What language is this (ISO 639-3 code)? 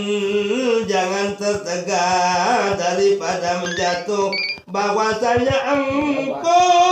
sas